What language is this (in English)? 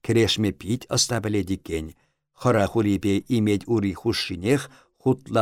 Chuvash